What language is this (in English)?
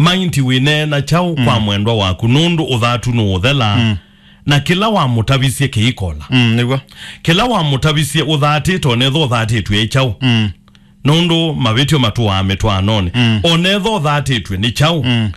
Kamba